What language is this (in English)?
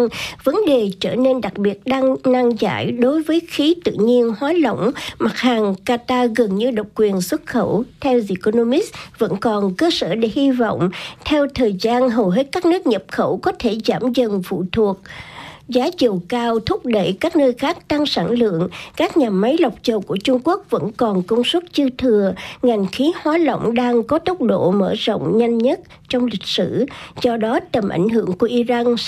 Vietnamese